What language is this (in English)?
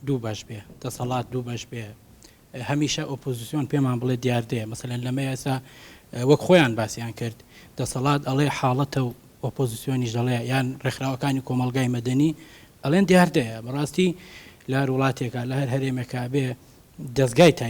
Central Kurdish